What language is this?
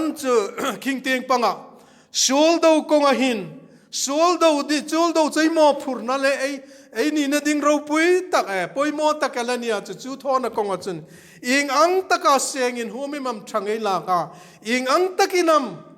Hmar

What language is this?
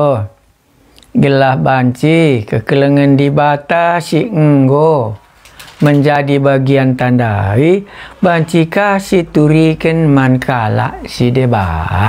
Batak Karo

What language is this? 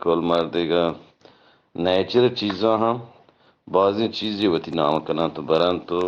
Eastern Balochi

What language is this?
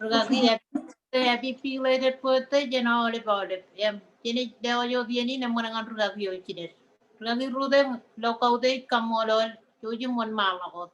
Marshallese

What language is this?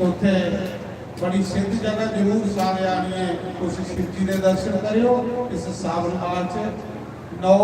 Dogri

